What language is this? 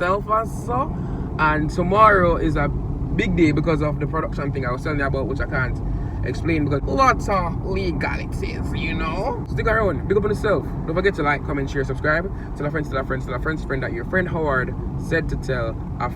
Jamaican Creole English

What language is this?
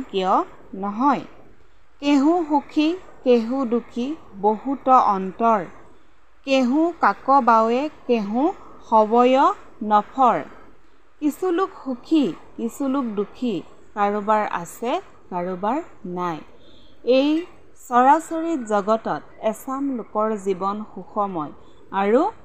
Assamese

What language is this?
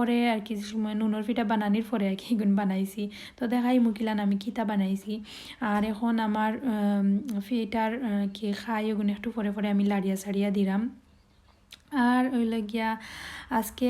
Sylheti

